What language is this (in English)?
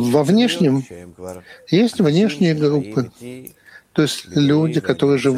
Russian